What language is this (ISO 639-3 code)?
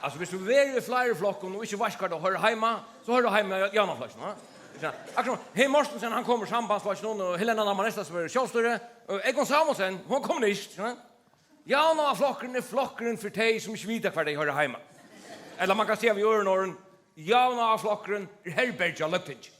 fao